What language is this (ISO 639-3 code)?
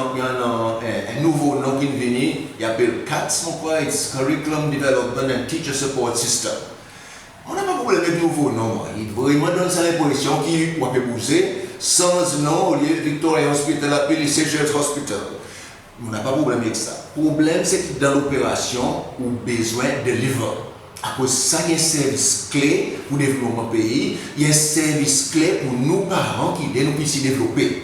crs